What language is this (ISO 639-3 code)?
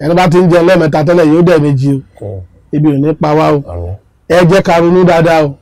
yor